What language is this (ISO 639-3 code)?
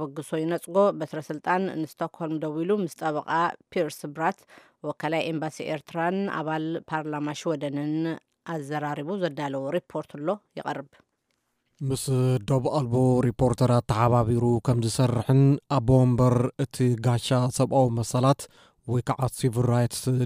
tir